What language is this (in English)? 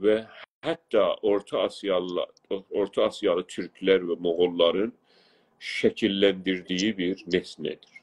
South Azerbaijani